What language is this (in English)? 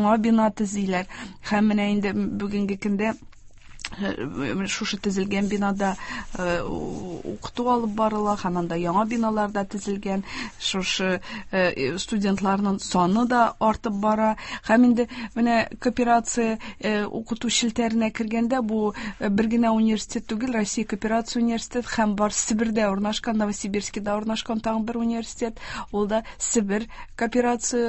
Tatar